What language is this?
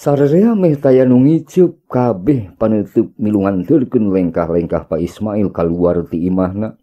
Sundanese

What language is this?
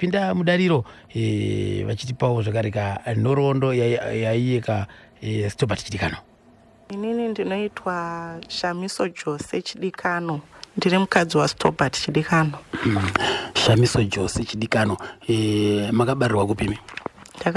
Shona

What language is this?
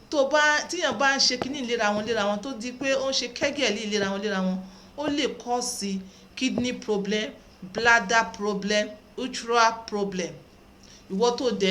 Yoruba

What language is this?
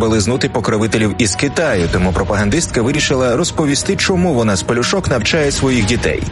Ukrainian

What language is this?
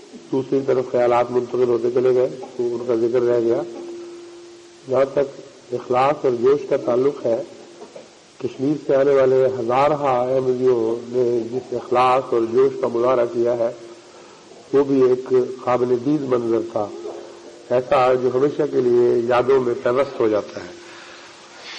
Urdu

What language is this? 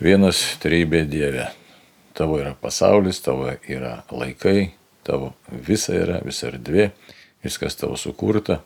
Lithuanian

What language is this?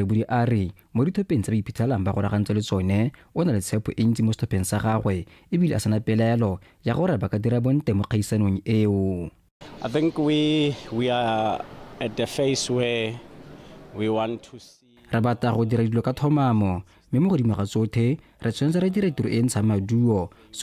Tswana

